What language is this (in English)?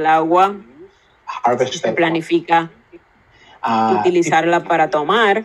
Spanish